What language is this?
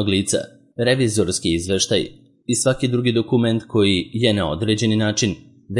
Serbian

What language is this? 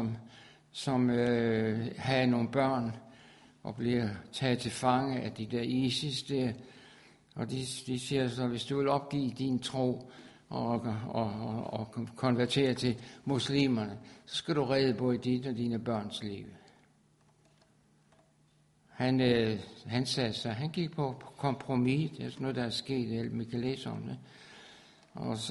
Danish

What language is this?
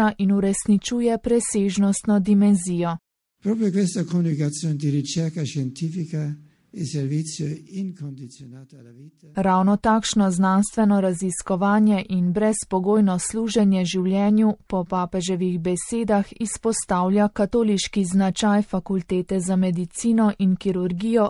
Slovenian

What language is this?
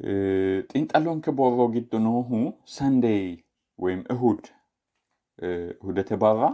Sidamo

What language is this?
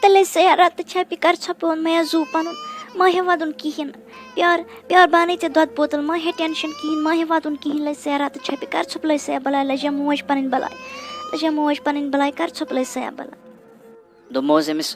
Kashmiri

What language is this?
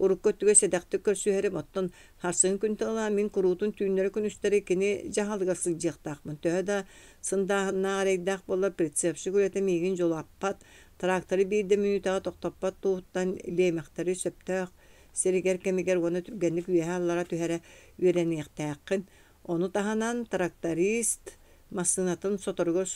Yakut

